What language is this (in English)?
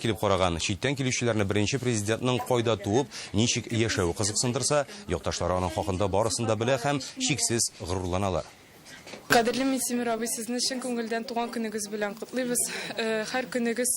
Tatar